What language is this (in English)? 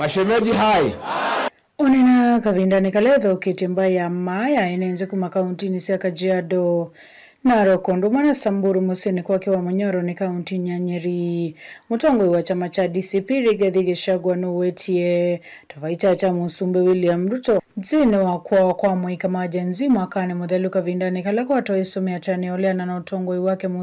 Kamba